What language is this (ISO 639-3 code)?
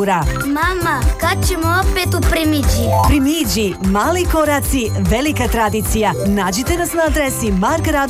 hrv